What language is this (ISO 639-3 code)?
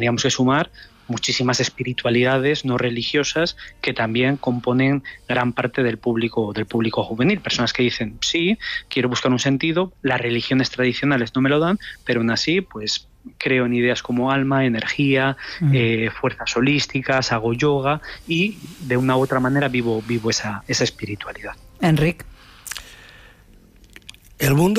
spa